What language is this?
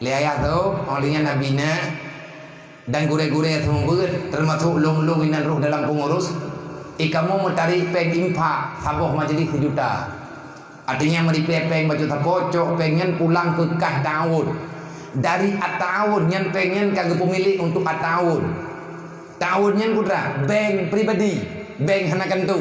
Achinese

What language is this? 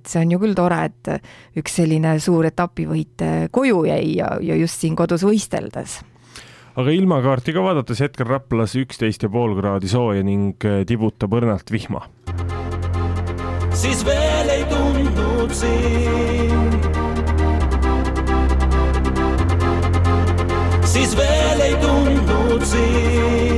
Estonian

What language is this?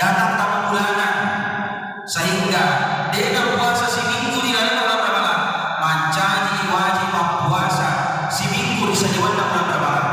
Buginese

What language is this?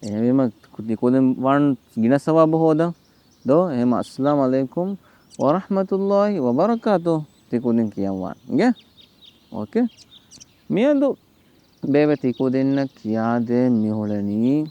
Divehi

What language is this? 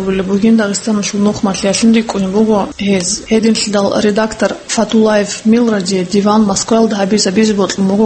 Avaric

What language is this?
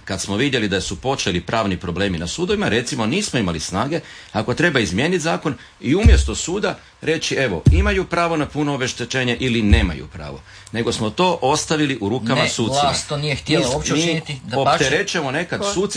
Croatian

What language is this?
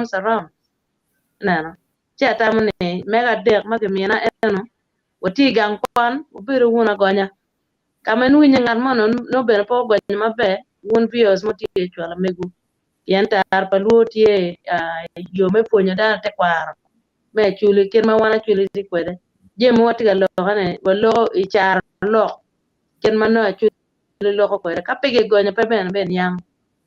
Acoli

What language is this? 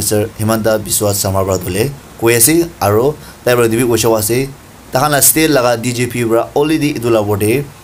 Naga Pidgin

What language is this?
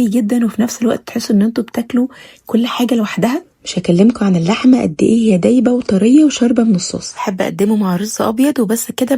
Egyptian Arabic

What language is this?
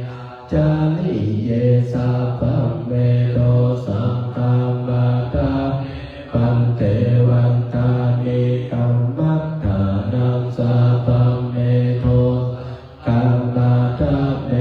Pali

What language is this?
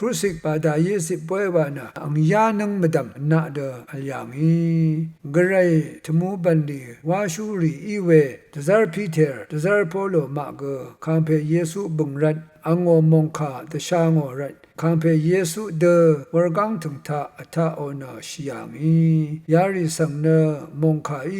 Rawang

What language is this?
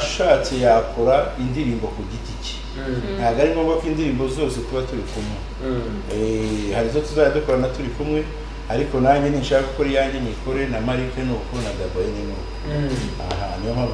Kinyarwanda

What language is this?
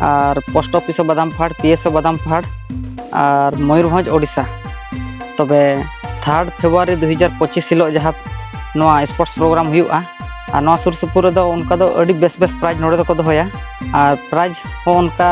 Santali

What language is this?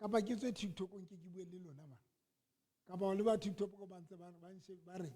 Southern Sotho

